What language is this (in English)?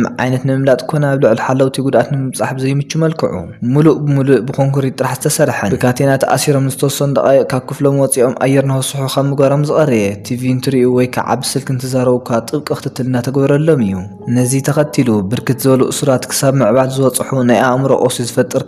Tigrinya